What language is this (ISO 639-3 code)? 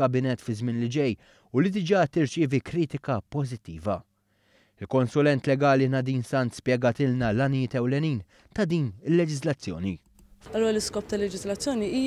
mlt